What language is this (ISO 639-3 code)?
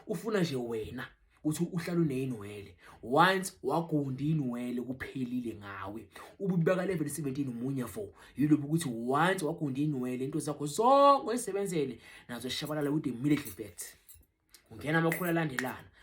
zul